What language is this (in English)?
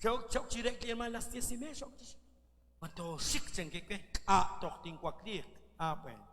Kekchí